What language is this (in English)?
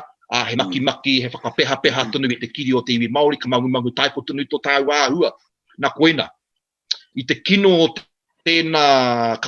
Māori